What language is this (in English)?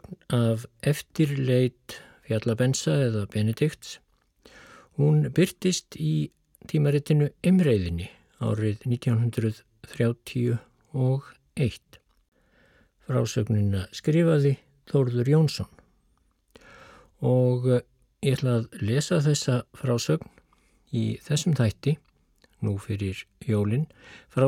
Icelandic